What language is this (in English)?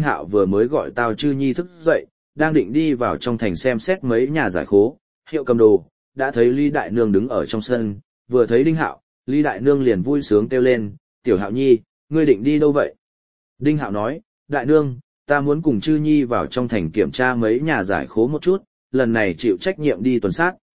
Vietnamese